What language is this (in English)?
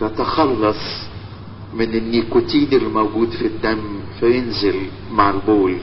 Egyptian Arabic